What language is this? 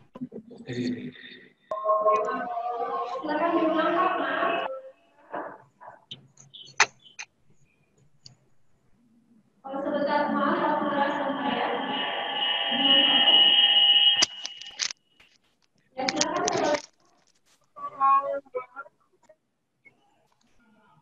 Indonesian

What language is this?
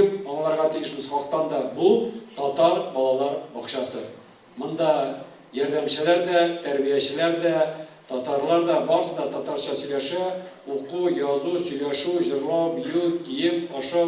Tatar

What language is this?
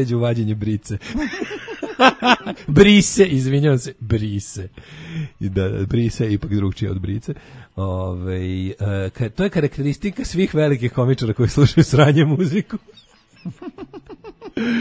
Serbian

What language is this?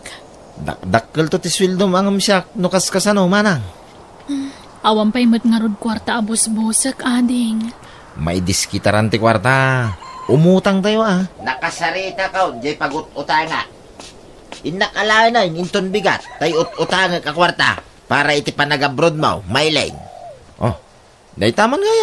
Iloko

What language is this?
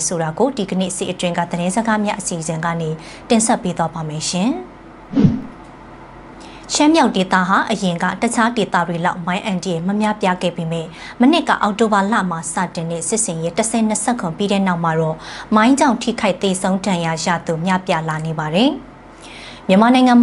Burmese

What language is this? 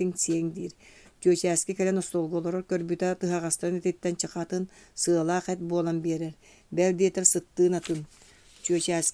Yakut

